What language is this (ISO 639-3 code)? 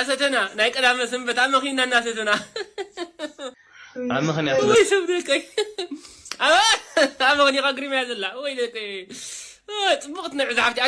tir